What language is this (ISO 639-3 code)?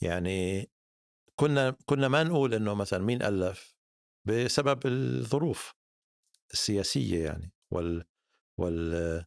apc